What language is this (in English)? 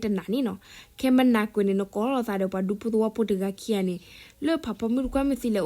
S'gaw Karen